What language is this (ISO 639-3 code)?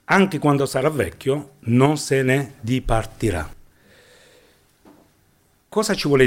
ita